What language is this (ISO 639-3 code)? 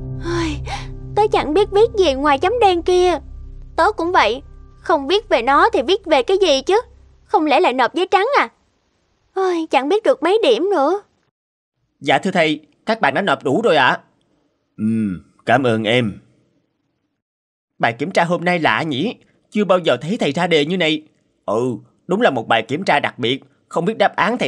vie